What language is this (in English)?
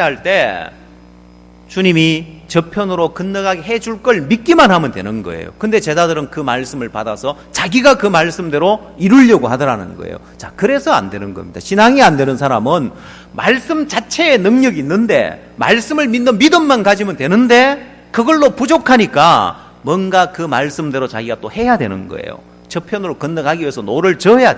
Korean